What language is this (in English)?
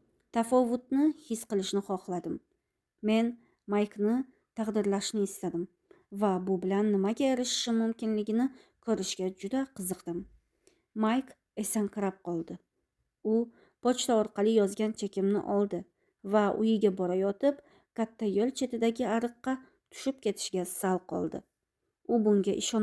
Uzbek